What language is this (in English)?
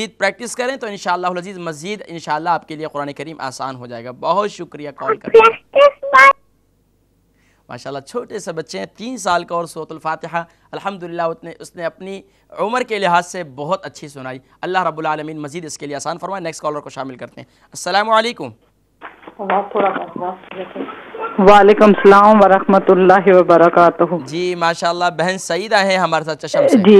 Urdu